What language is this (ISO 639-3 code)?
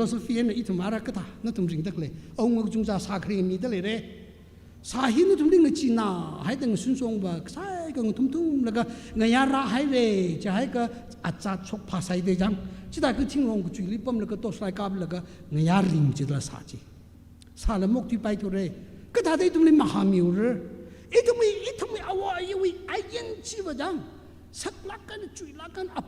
nmf